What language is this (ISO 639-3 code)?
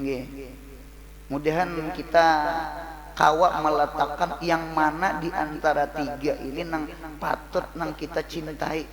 bjn